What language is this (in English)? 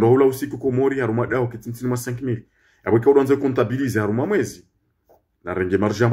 Ngazidja Comorian